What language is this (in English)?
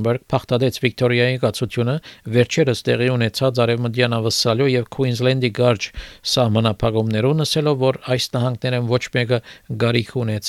Armenian